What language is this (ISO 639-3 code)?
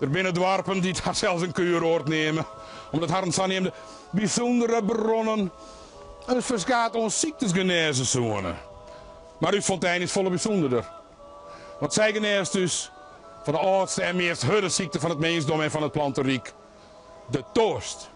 fry